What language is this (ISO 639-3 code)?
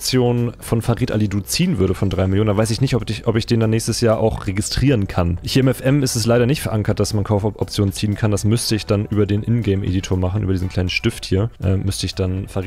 deu